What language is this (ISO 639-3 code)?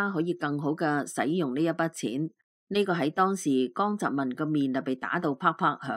yue